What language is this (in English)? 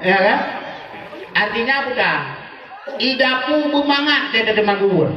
Achinese